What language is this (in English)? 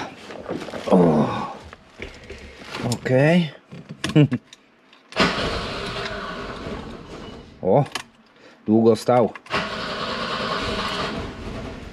Polish